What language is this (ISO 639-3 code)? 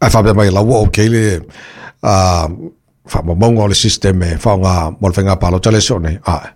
smo